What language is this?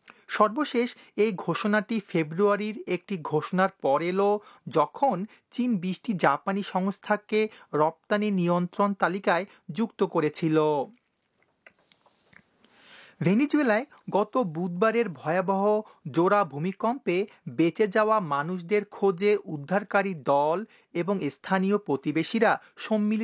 Bangla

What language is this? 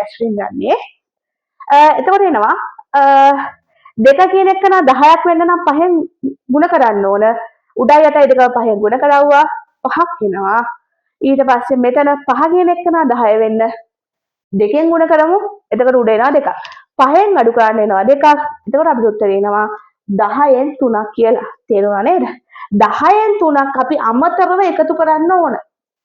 Sinhala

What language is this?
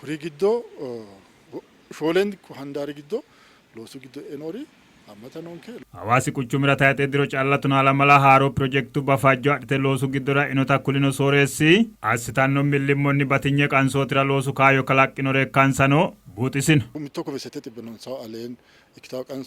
Sidamo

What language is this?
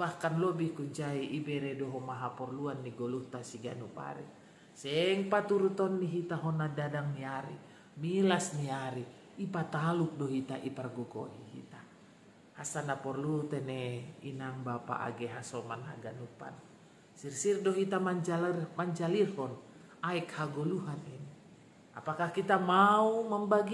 Batak Simalungun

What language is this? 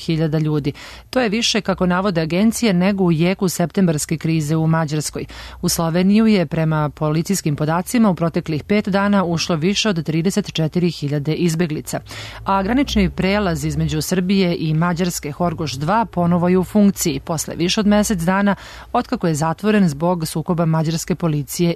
Serbian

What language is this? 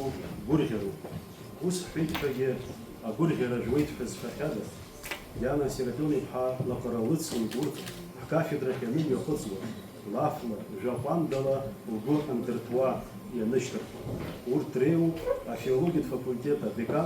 Abkhazian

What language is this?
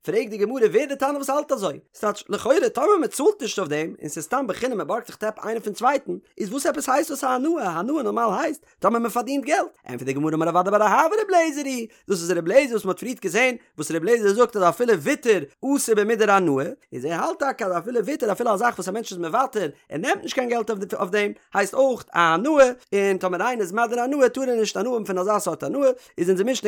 Yiddish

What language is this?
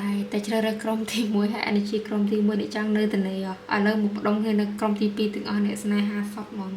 Khmer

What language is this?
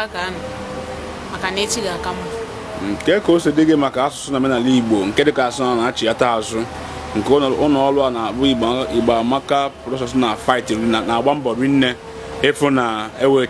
Igbo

